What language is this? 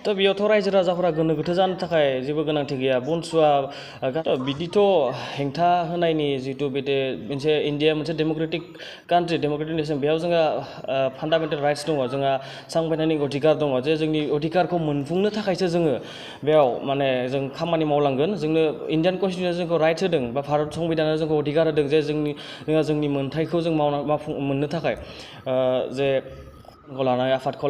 Bodo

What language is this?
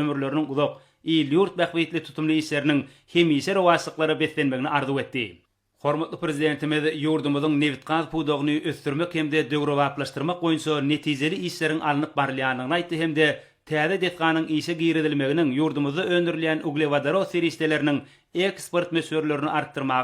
Turkmen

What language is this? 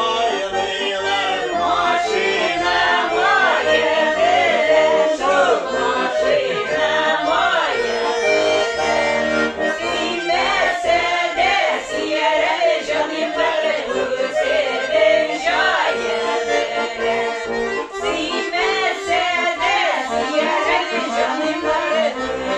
Tatar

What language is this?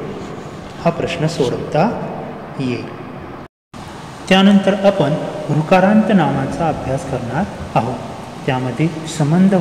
Marathi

